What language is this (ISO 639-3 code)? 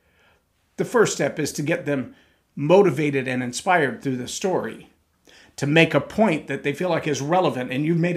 eng